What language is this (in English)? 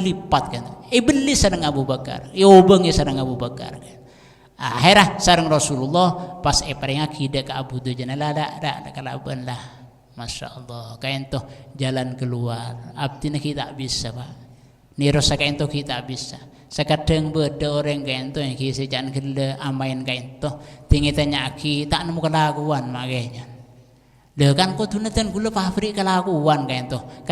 Madurese